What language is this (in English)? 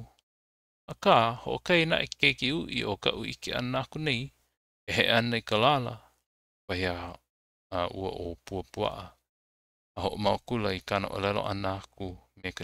Hawaiian